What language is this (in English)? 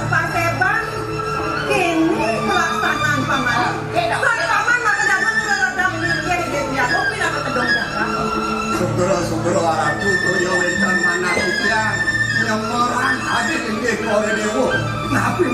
Balinese